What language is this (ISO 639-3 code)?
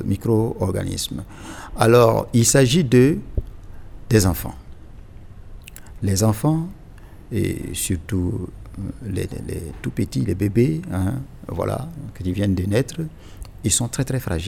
fra